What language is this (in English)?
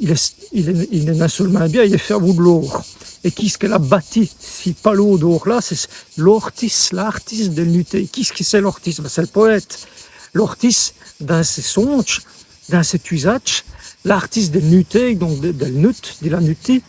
Walloon